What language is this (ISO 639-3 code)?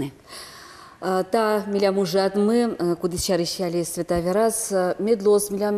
udm